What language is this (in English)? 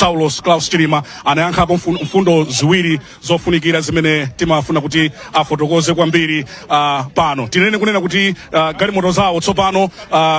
Nyanja